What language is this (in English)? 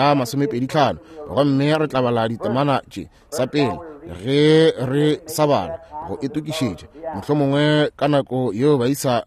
Northern Sotho